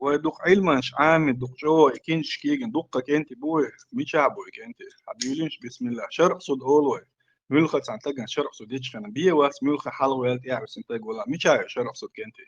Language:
Chechen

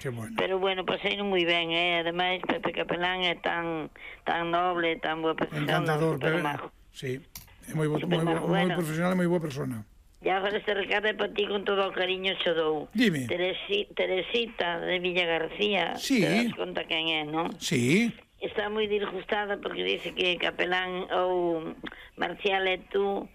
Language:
Galician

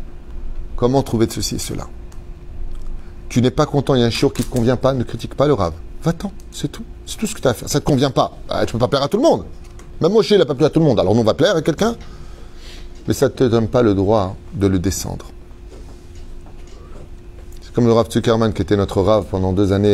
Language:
French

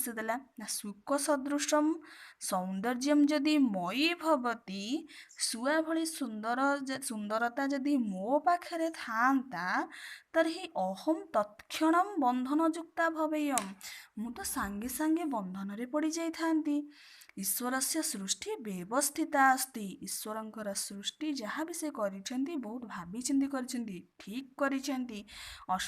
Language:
Odia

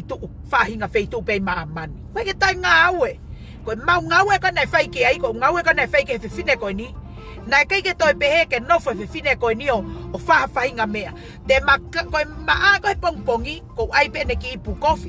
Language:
Tongan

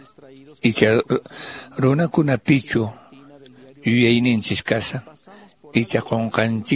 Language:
Quechua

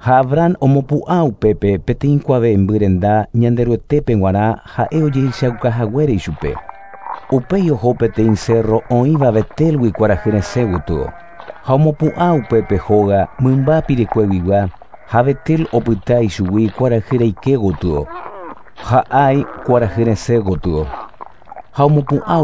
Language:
Guarani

